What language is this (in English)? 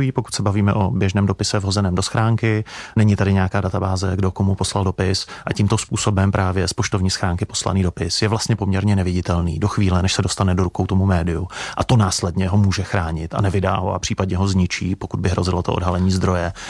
Czech